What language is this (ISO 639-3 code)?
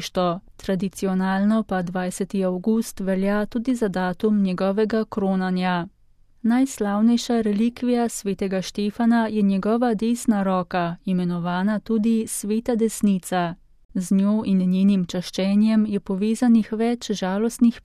slv